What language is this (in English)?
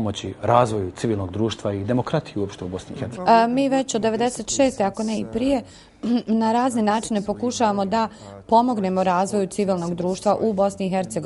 Bosnian